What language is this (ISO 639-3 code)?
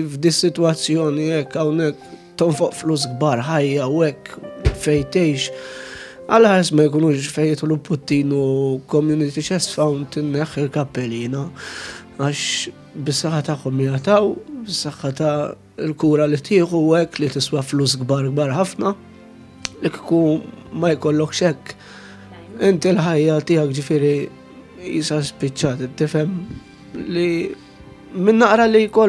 mlt